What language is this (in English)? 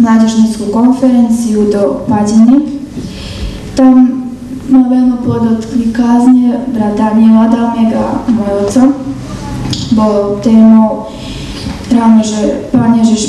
Slovak